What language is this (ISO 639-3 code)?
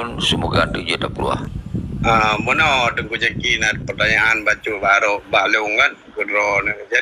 ace